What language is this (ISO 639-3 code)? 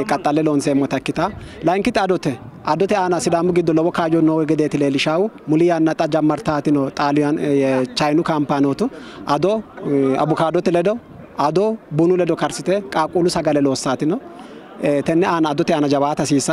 sid